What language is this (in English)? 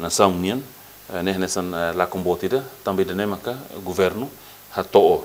Tetum